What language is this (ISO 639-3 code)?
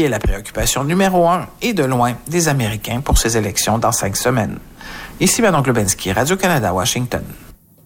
fra